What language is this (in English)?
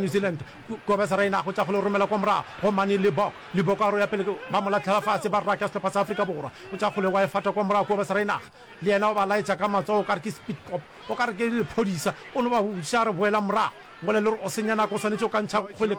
Northern Sotho